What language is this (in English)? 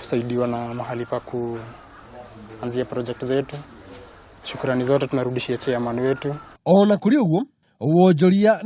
Kikuyu